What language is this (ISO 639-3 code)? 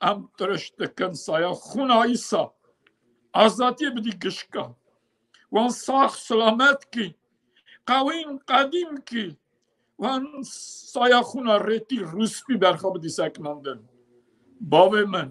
kur